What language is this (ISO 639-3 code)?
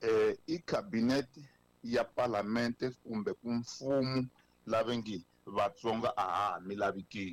tso